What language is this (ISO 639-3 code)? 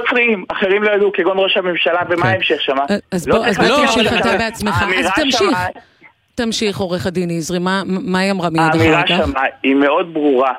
heb